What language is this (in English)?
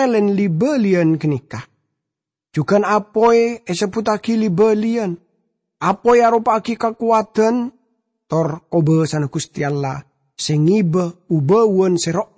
Madurese